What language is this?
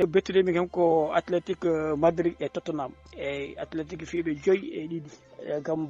Fula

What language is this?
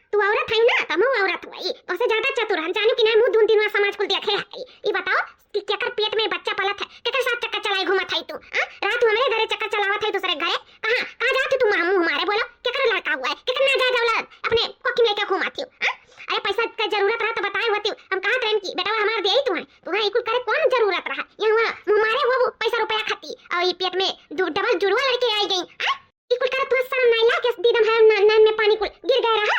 Awadhi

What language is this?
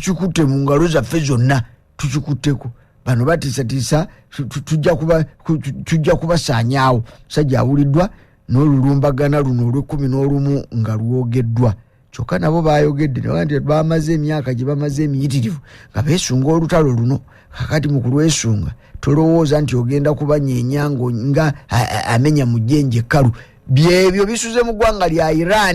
Ganda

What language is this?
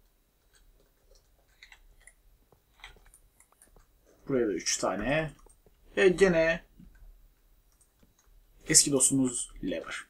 Turkish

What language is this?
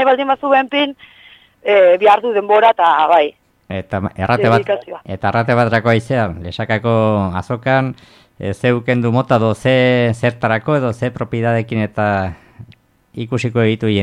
Basque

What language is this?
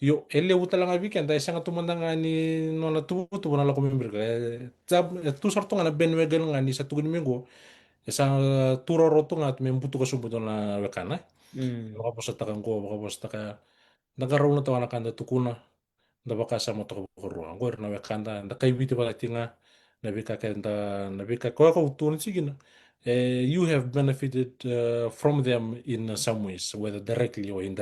Fijian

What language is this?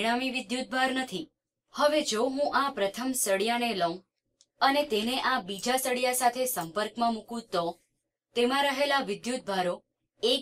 Gujarati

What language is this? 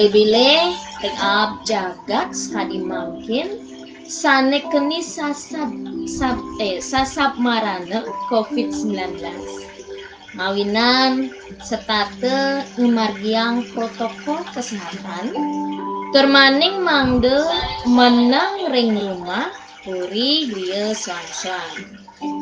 Balinese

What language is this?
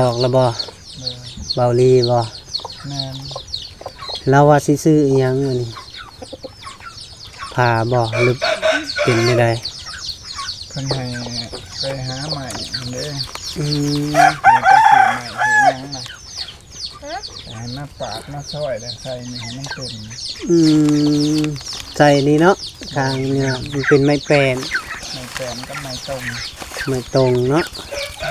Lao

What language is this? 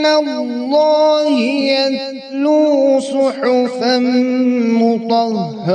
Kashmiri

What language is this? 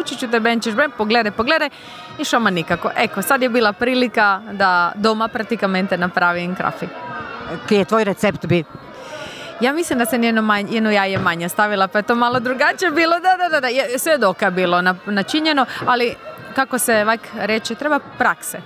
Croatian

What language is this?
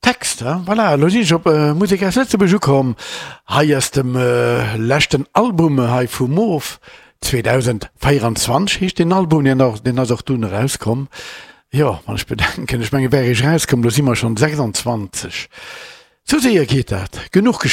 Luxembourgish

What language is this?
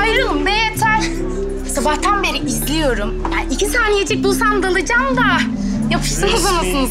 Turkish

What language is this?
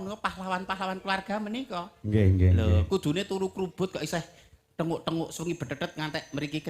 Javanese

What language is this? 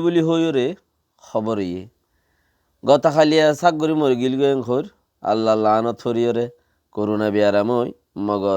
Rohingya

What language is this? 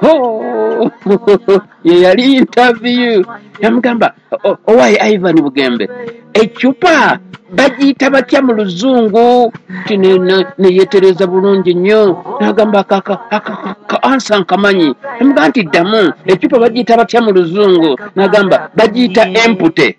Ganda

